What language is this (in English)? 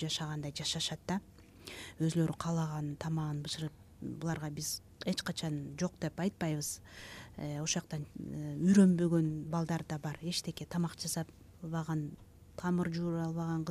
Kyrgyz